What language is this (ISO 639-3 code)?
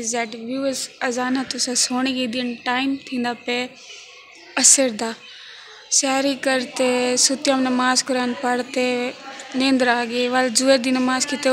skr